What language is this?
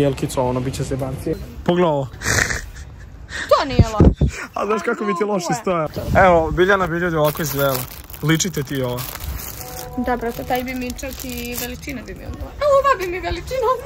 Serbian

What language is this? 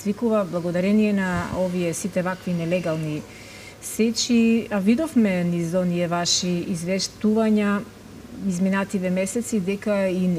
Macedonian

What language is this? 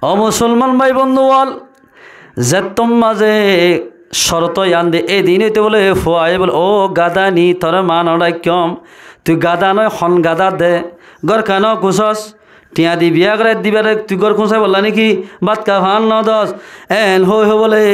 Rohingya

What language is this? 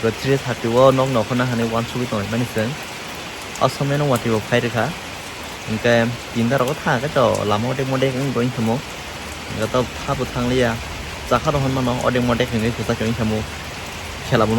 Kok Borok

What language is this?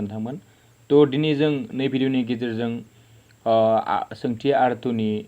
Bodo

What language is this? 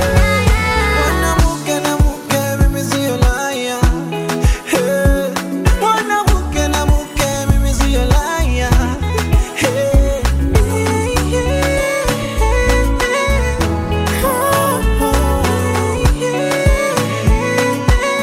Swahili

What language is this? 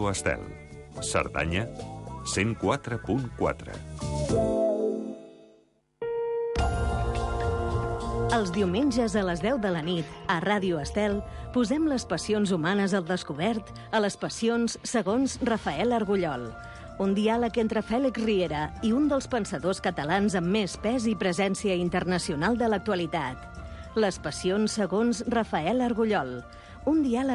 Catalan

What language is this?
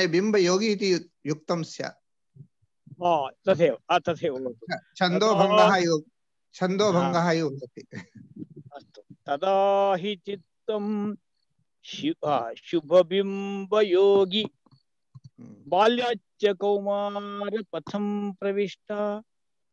Sanskrit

